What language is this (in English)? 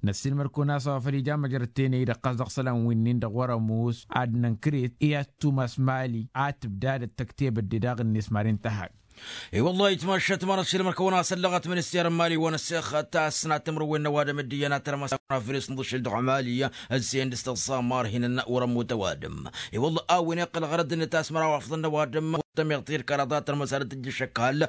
Tamasheq